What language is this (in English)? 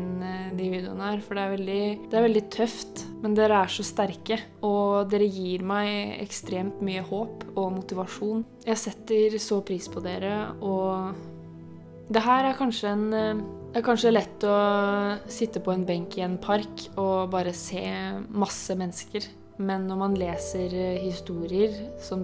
Norwegian